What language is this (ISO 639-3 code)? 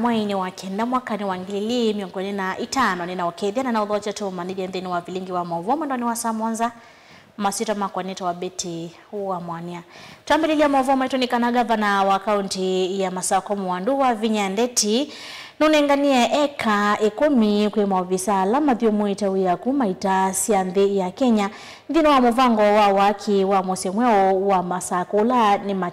kam